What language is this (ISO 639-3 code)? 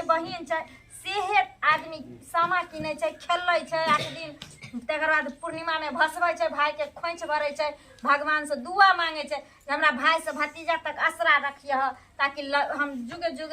mai